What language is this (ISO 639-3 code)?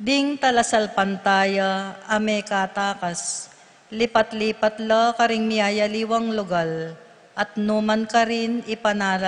pam